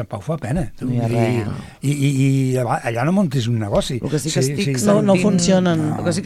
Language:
Catalan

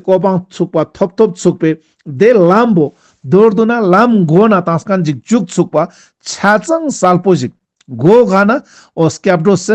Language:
Ladakhi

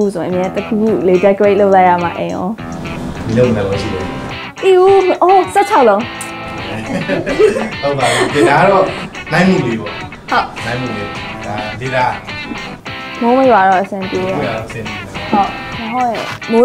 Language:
Burmese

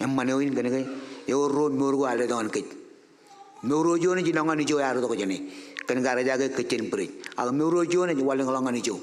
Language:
Marshallese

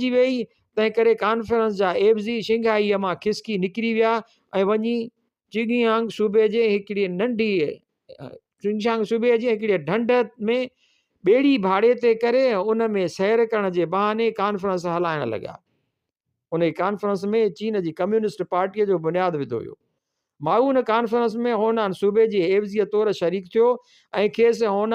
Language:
Sindhi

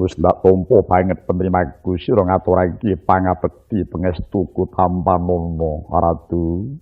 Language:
Javanese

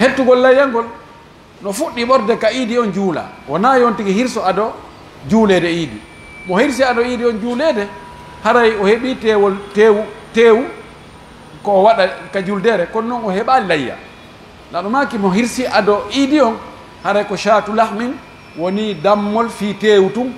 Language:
Pular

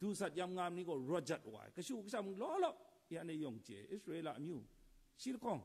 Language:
Kachin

